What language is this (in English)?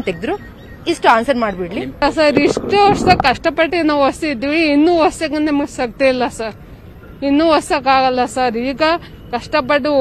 Kannada